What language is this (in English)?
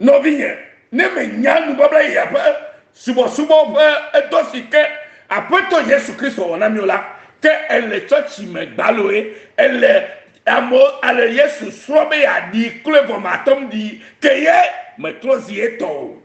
Ewe